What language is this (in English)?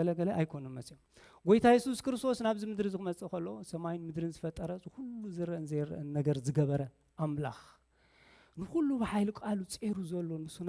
Tigrinya